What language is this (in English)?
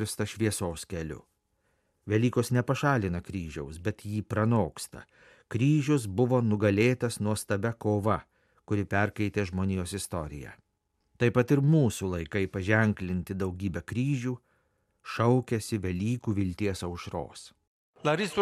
Lithuanian